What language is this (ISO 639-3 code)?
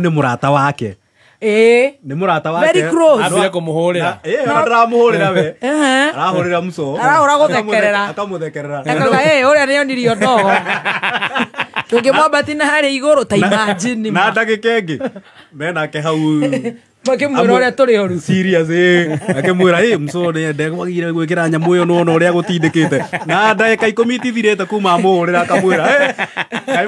kik